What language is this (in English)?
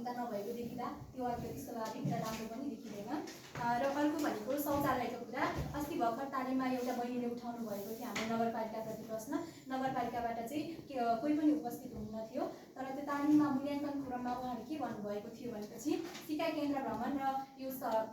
Nepali